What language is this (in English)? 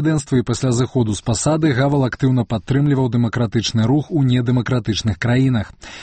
Belarusian